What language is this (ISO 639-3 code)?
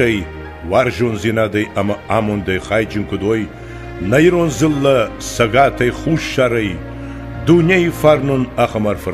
oss